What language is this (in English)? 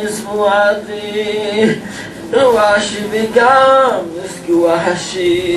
Yiddish